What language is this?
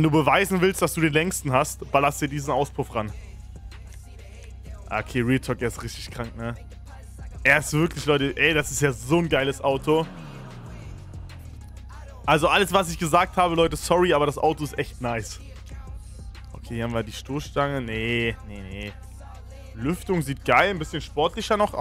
German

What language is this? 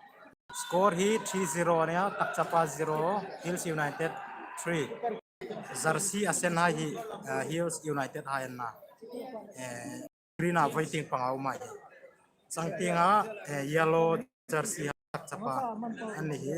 Hmar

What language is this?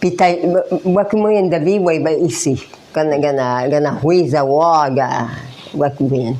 Breton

